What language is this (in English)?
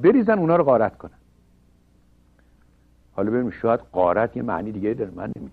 Persian